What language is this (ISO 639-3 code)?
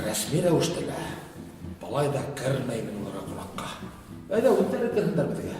bak